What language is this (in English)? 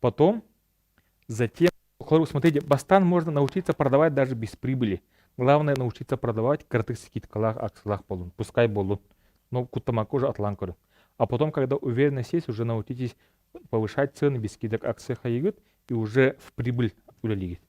Yakut